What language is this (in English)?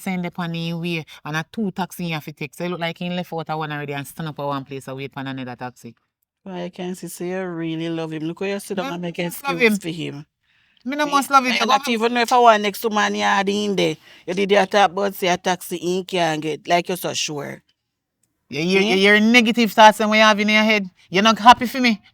Jamaican Creole English